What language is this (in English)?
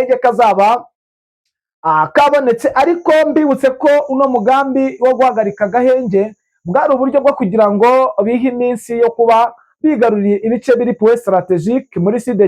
Kinyarwanda